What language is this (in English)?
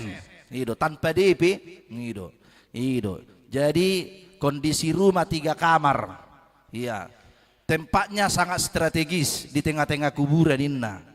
Batak Toba